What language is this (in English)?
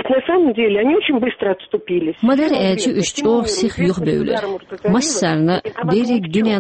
Chechen